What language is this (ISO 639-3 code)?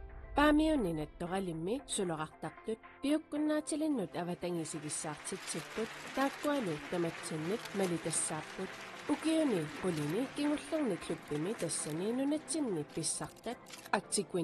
kal